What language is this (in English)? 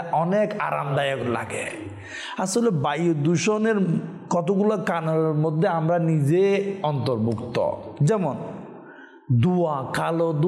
Bangla